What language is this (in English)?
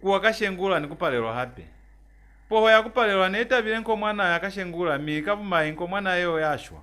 Lozi